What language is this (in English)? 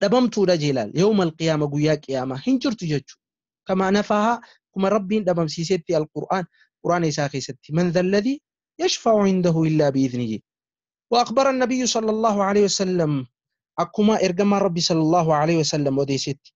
Oromo